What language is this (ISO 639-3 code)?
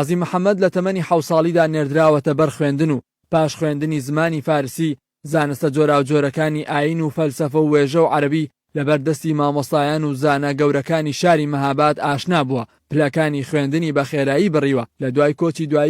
ckb